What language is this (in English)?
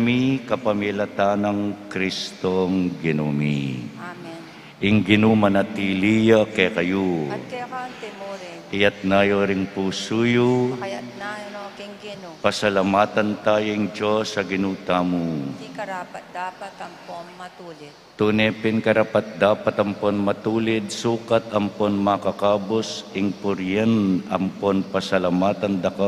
Pampanga